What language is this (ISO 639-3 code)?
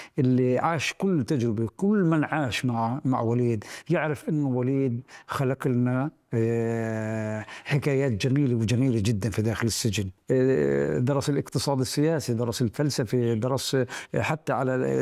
apc